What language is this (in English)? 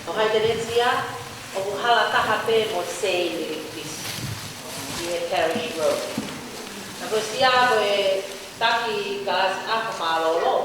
Tongan